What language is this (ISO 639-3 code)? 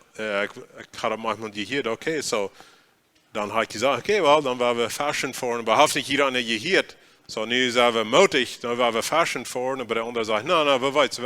pdt